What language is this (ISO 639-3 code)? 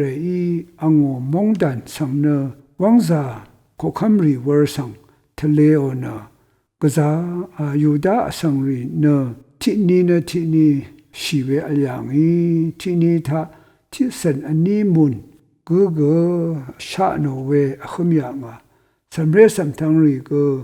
raw